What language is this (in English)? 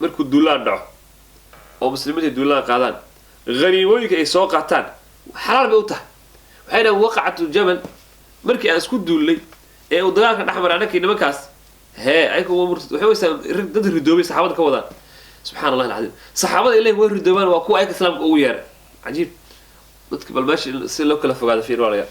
Somali